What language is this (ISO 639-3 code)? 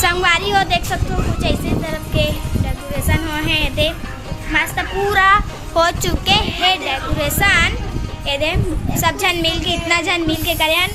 hne